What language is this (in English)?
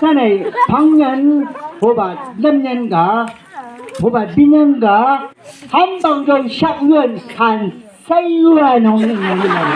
Chang Naga